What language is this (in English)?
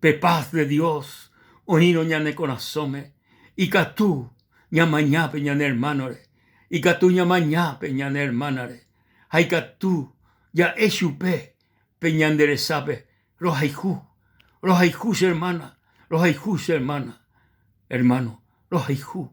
Guarani